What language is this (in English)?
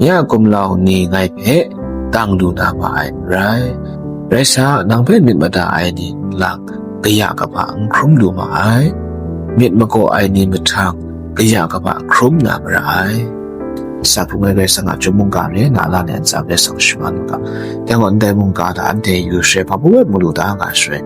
Kachin